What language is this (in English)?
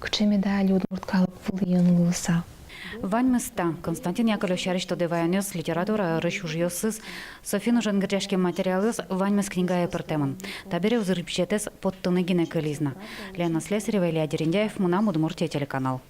Udmurt